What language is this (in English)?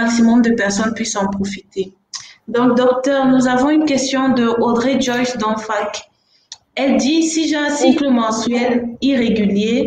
French